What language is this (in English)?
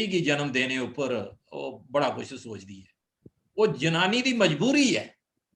Dogri